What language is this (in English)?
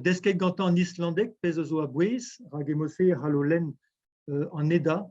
Breton